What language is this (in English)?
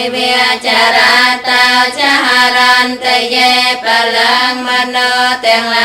Khmer